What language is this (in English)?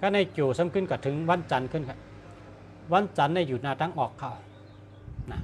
Shan